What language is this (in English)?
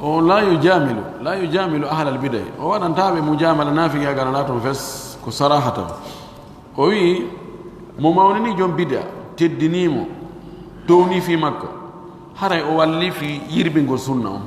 Pular